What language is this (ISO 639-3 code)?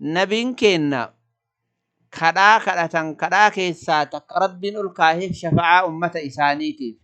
orm